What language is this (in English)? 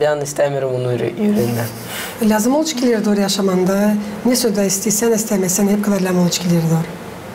Gagauz